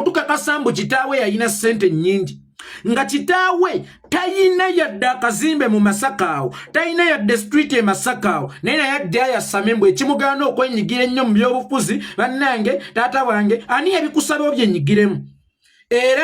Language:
Ganda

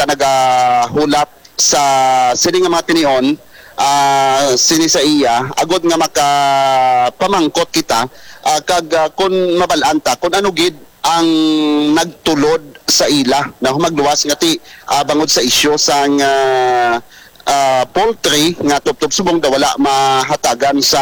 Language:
Hiligaynon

